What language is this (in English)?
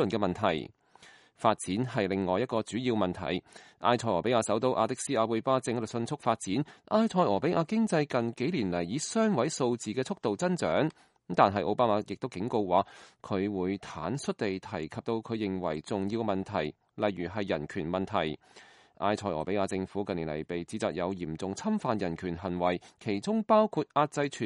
Cantonese